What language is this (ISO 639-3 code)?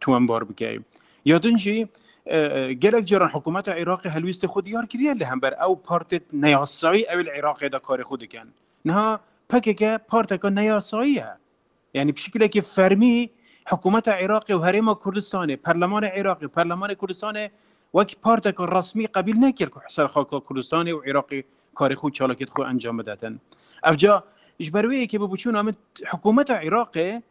kur